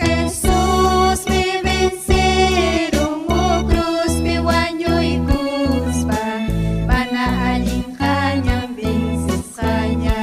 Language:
Ayacucho Quechua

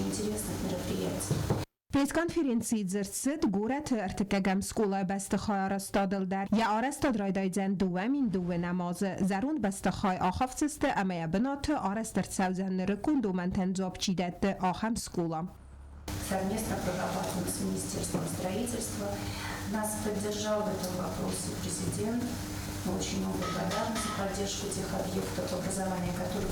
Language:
Ossetic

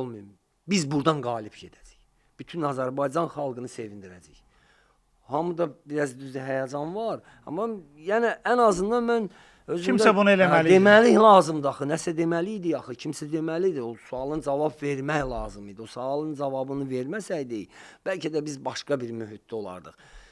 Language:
Azerbaijani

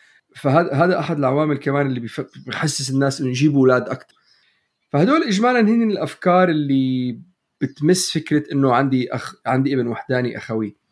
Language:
North Levantine Arabic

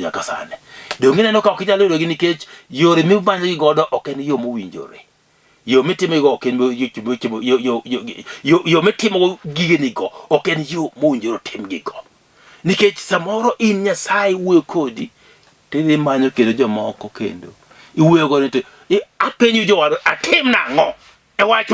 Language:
Luo (Kenya and Tanzania)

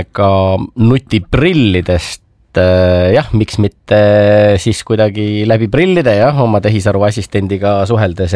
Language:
Estonian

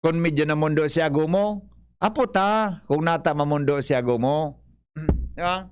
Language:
Bikol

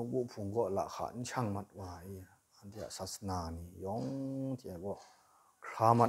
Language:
Kachin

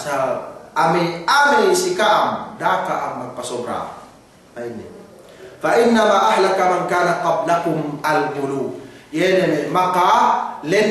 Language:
Yakan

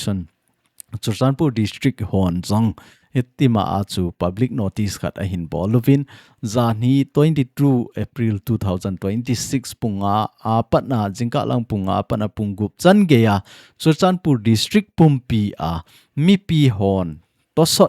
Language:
Thado Chin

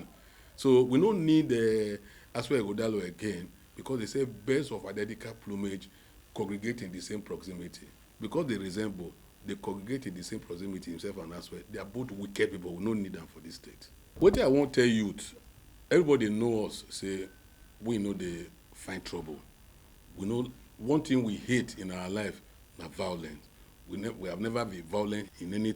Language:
Nigerian Pidgin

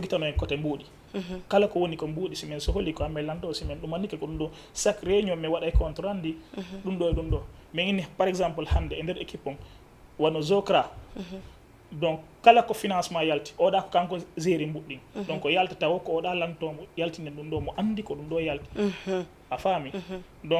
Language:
Fula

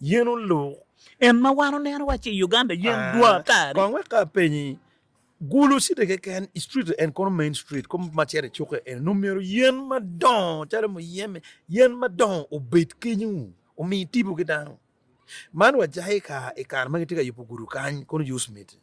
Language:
Acoli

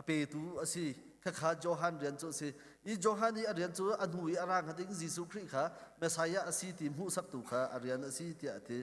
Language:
Hakha Chin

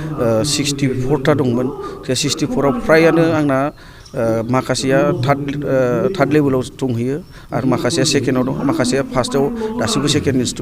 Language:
Bodo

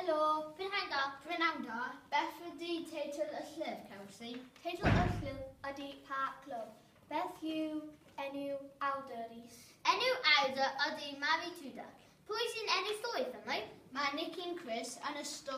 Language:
Welsh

